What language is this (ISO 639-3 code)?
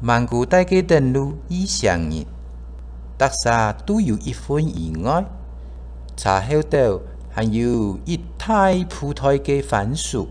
hak